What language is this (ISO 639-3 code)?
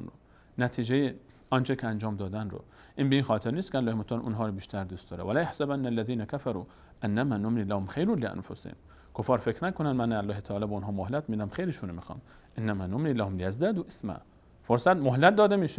fas